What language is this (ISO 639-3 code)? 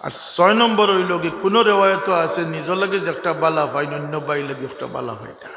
syl